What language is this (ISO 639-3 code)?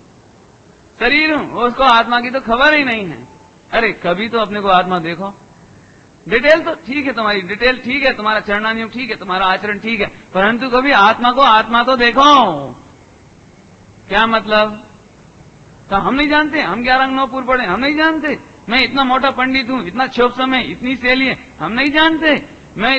hin